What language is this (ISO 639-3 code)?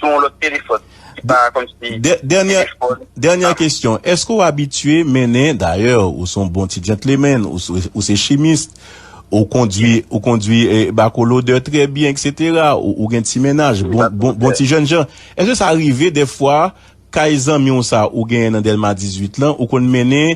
hat